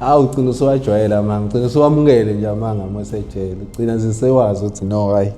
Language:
Zulu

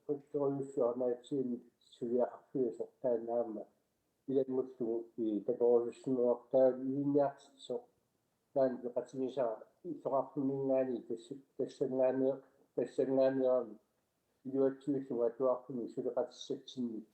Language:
Kalaallisut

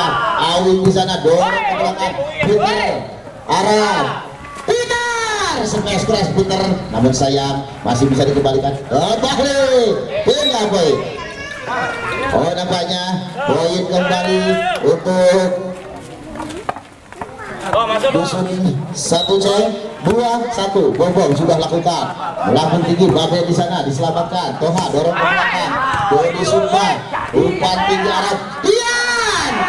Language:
Indonesian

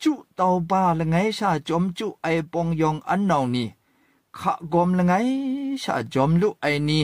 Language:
Kachin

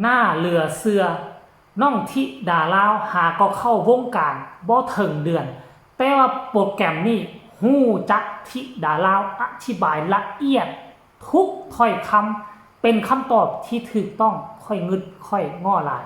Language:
Lao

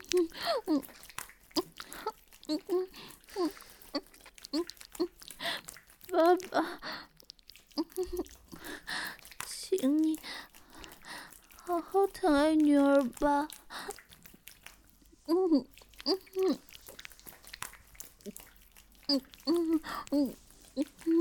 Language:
Chinese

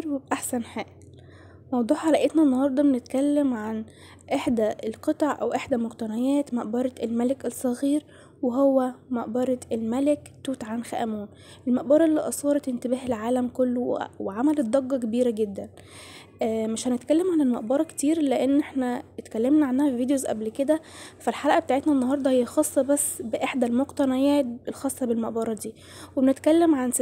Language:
Egyptian Arabic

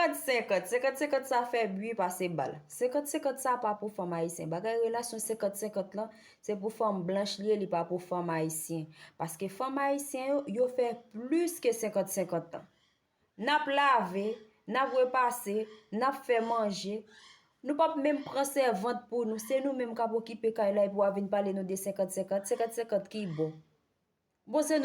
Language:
Haitian Creole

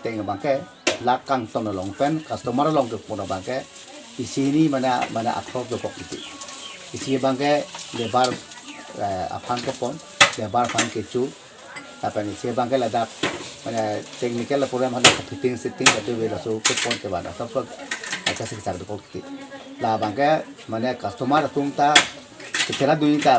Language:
Karbi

